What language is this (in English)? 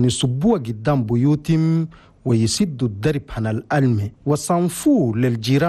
Chadian Arabic